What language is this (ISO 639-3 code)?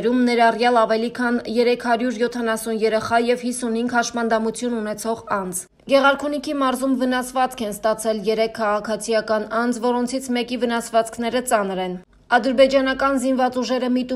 hye